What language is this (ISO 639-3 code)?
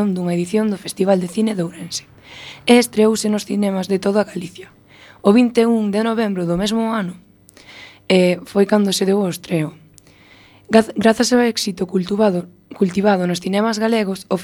glg